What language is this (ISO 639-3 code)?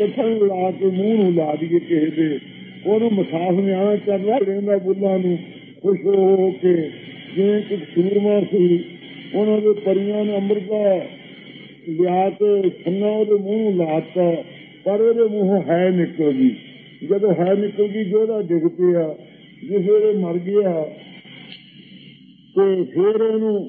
pan